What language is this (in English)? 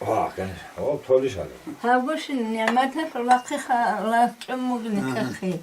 Avaric